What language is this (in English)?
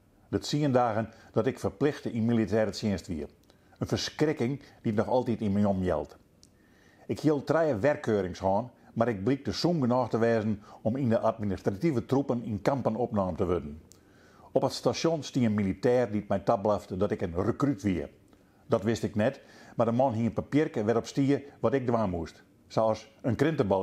Western Frisian